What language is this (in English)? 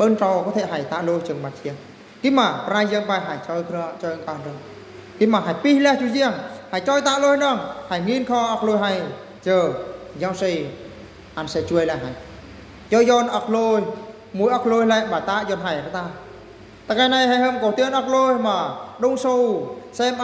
Eastern Bru